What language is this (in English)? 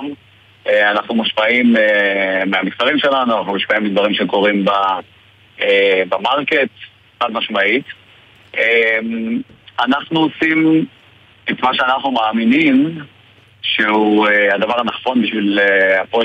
Hebrew